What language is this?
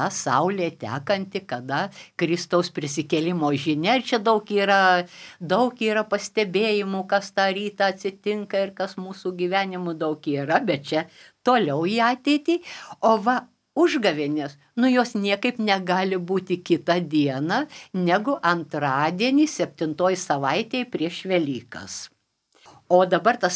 Lithuanian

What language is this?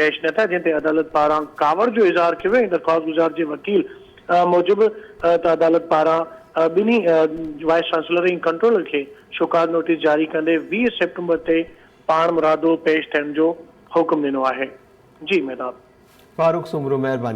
Sindhi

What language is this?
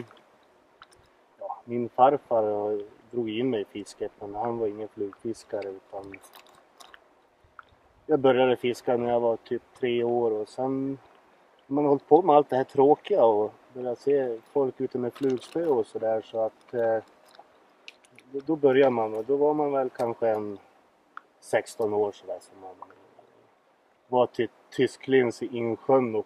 Swedish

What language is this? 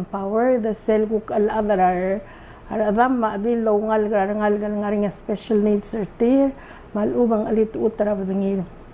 Palauan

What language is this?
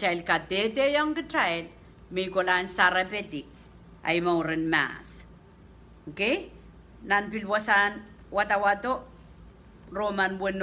Pohnpeian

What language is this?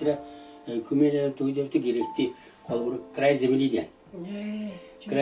Yakut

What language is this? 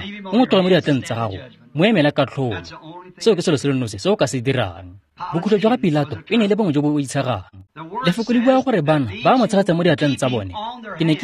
Tswana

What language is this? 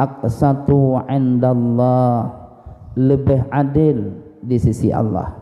Achinese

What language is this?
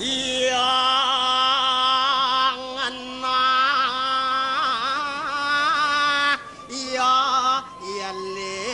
Balinese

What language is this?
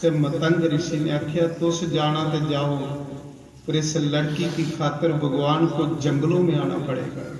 Dogri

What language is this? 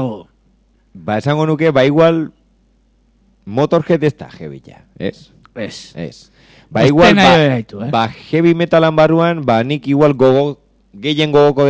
Basque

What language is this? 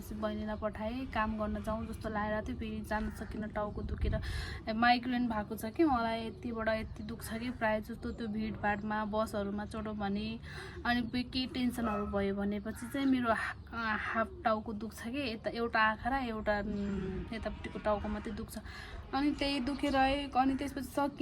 Nepali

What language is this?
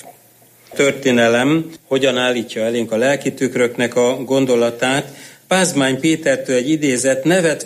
Hungarian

